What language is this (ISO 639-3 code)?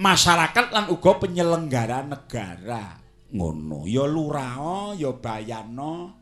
jav